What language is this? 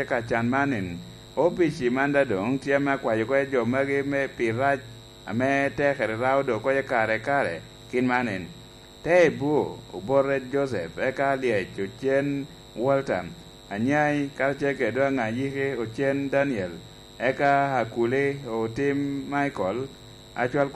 Lango (Uganda)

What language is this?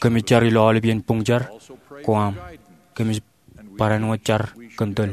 Marshallese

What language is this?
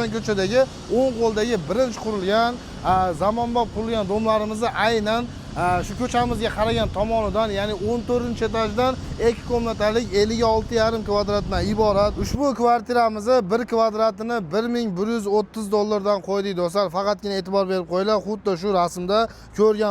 Uzbek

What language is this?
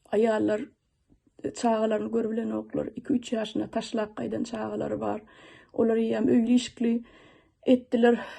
Turkmen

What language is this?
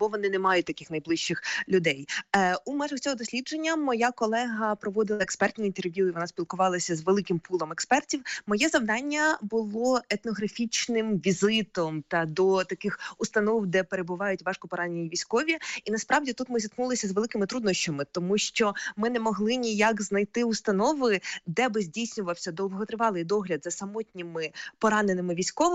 Ukrainian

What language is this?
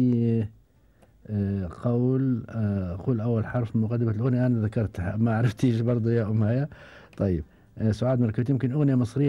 Gulf Arabic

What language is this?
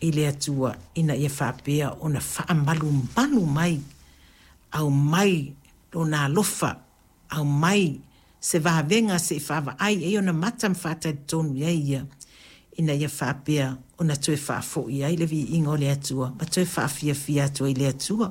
Samoan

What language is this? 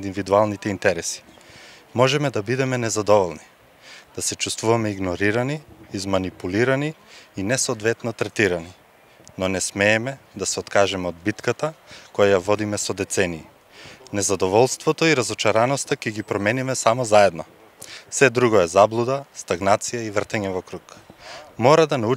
Macedonian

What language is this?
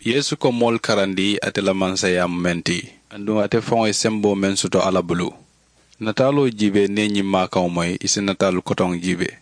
Mandingo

